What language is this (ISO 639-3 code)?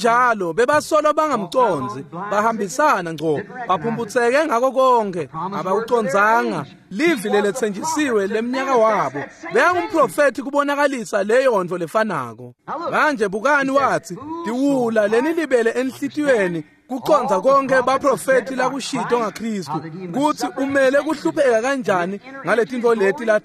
ssw